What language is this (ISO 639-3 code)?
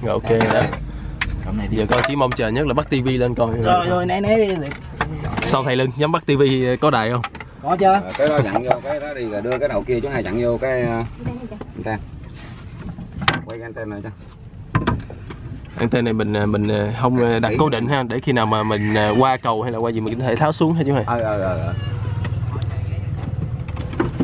vie